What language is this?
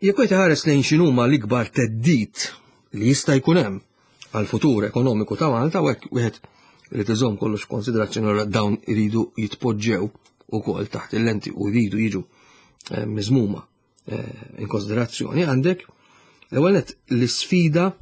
Maltese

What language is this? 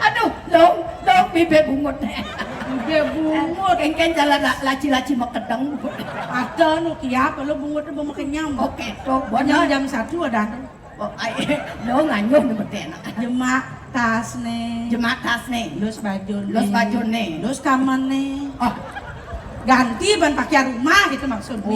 Balinese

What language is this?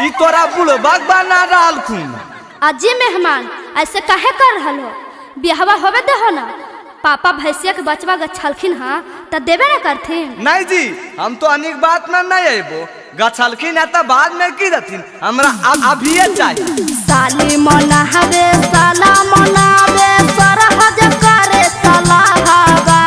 Magahi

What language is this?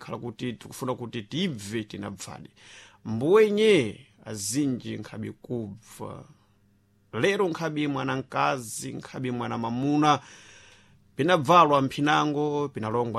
Sena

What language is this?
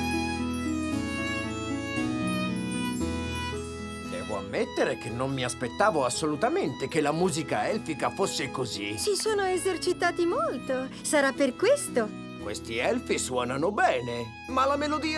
Italian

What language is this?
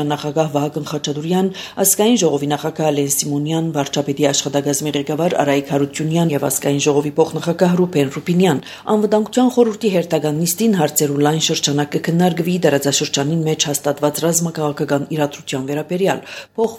Armenian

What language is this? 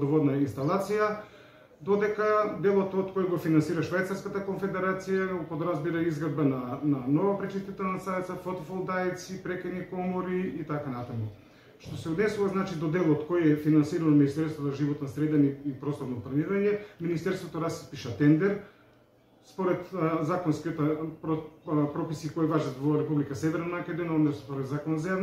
Macedonian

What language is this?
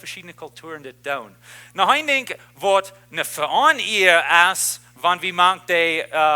Plautdietsch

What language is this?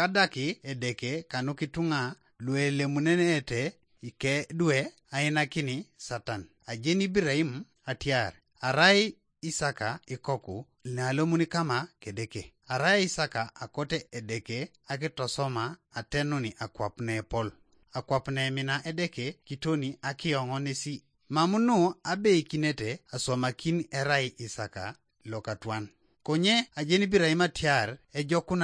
Teso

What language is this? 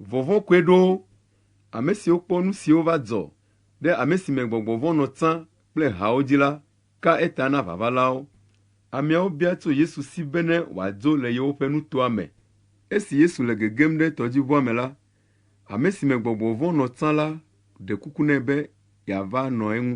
Ewe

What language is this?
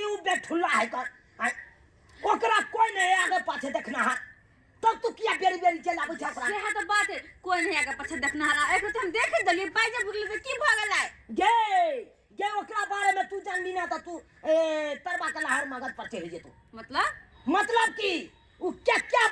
Maithili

